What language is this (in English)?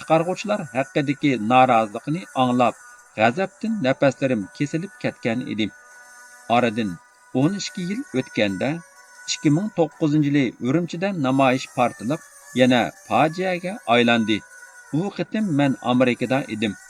Uyghur